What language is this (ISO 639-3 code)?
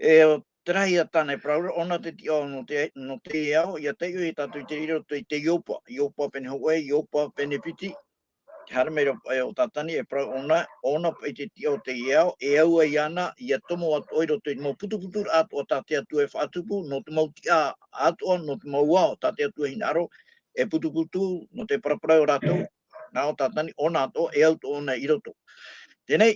tah